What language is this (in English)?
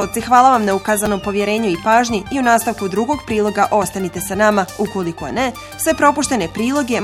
Bosnian